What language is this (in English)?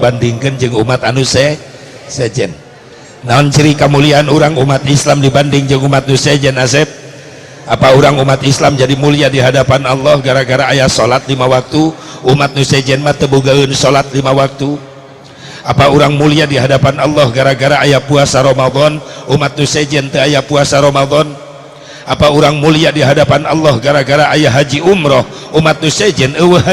Sundanese